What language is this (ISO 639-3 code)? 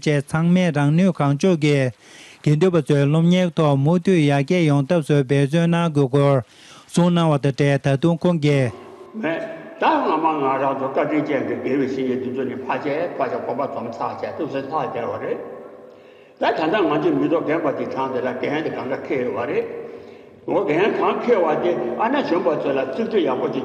bod